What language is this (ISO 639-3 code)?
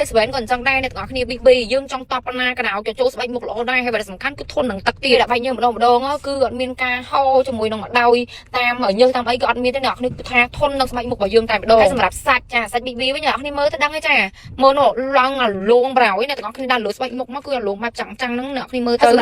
khm